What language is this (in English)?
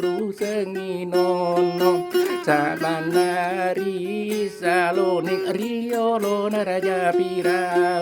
Buginese